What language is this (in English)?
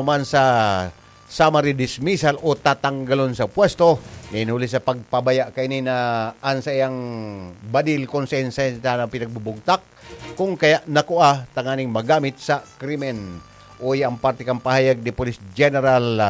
Bikol